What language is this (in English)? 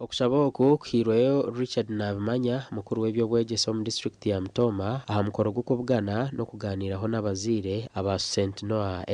Nyankole